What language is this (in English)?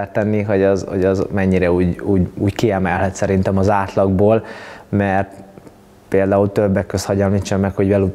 Hungarian